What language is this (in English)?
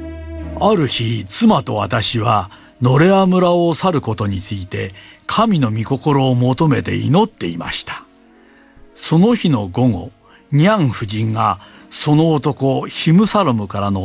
Japanese